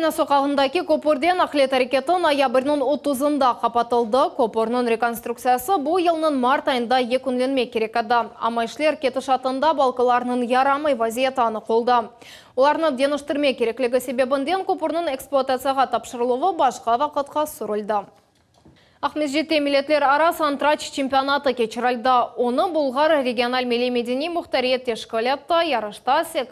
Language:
Crimean Tatar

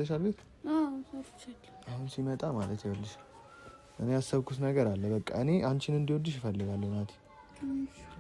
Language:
Amharic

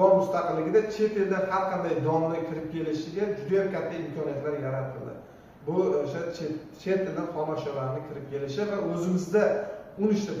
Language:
Uzbek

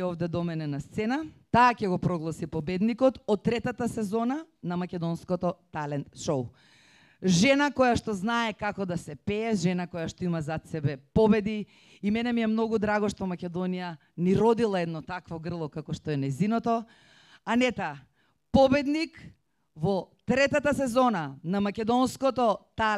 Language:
Macedonian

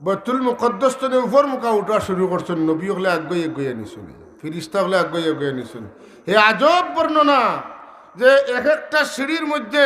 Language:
Sylheti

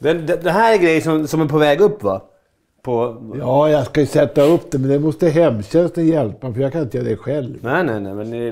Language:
Swedish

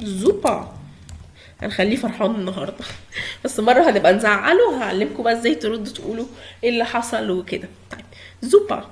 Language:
Egyptian Arabic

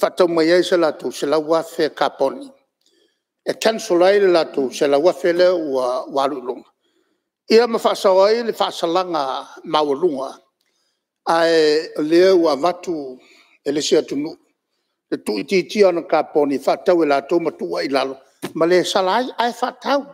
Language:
Samoan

